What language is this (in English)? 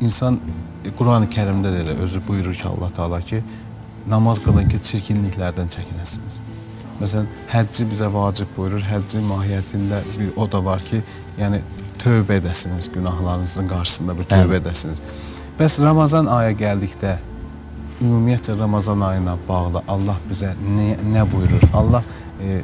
Azerbaijani